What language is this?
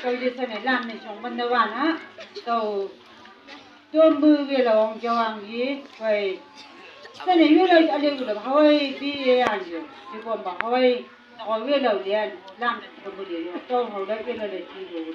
Chang Naga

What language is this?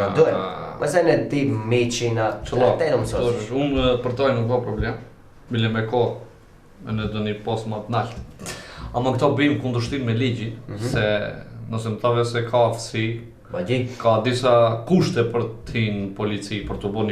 Albanian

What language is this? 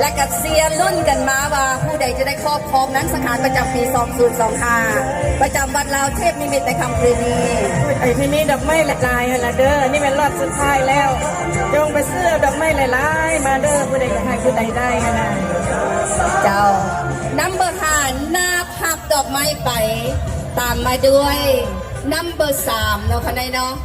Lao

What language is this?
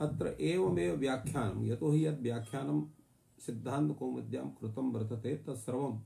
Sanskrit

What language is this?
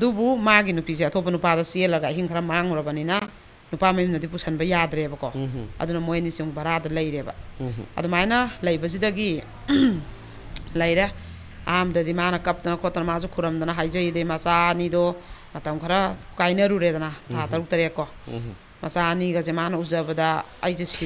Manipuri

